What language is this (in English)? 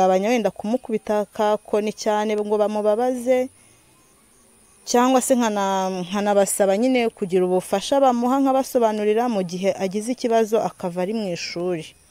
Kinyarwanda